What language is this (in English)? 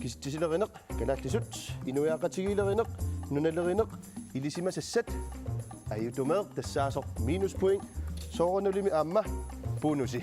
Kalaallisut